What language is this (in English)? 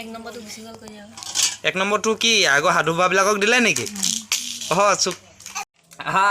Assamese